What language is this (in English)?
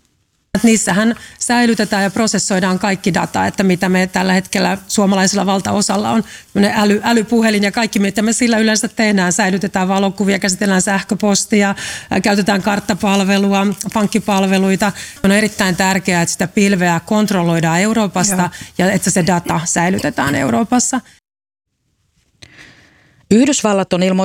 Finnish